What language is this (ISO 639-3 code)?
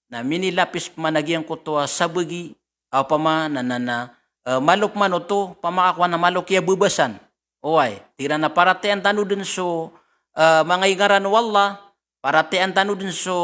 mrw